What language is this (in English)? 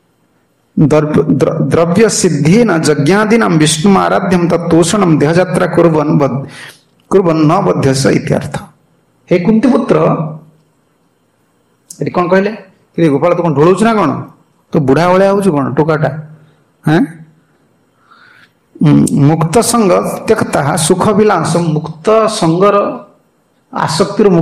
Odia